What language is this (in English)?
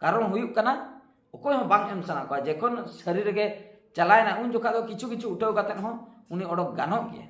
Santali